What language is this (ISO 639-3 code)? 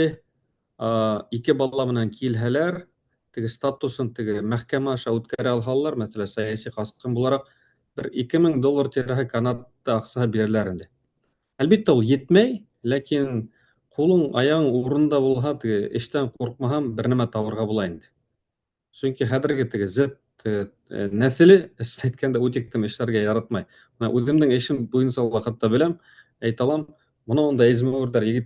bak